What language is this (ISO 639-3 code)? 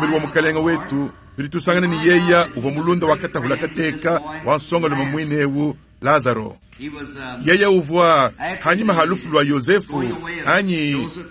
lua